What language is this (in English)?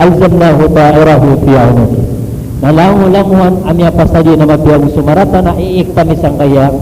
Maranao